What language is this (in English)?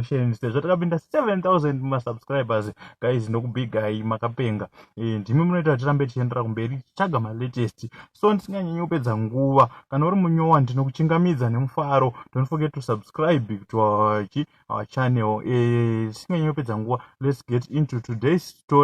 Shona